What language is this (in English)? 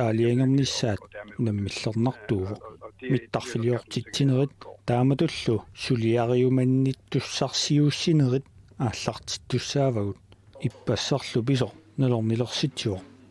Kalaallisut